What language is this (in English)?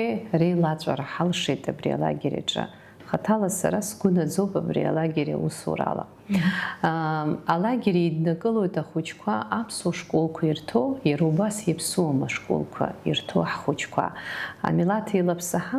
Abkhazian